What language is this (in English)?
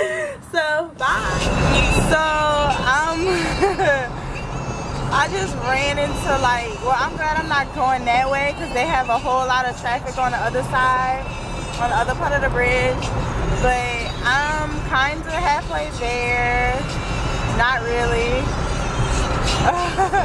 English